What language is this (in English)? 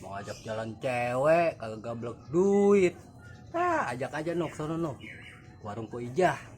Betawi